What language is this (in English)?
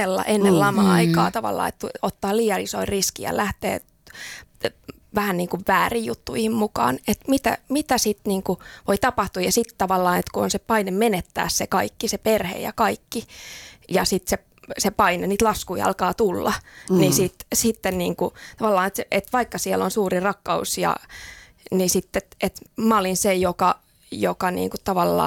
Finnish